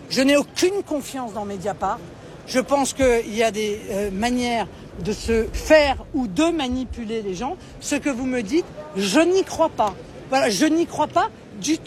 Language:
French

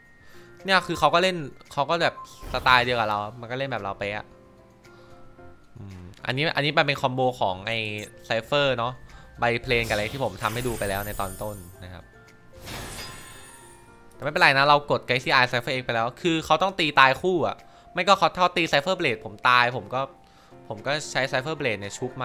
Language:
Thai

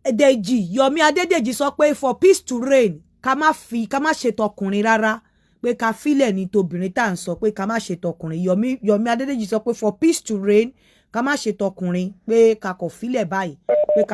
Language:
Yoruba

